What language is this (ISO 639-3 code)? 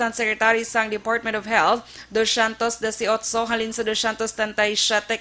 hil